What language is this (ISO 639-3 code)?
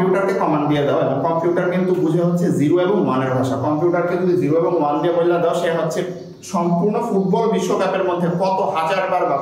ben